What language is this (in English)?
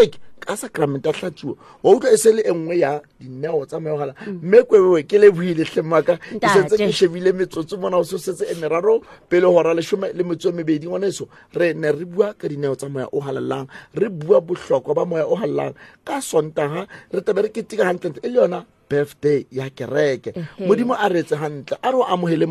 Southern Sotho